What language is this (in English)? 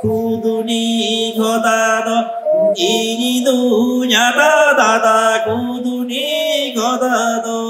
Santali